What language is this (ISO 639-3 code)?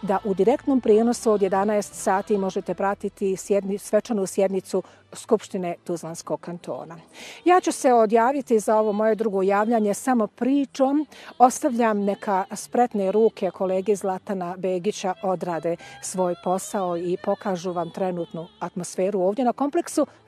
bos